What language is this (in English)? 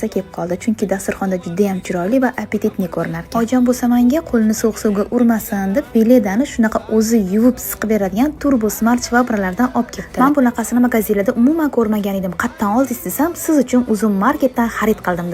Uzbek